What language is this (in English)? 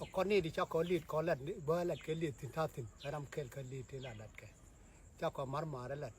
Nuer